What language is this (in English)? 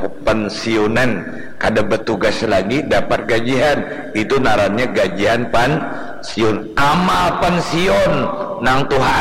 Banjar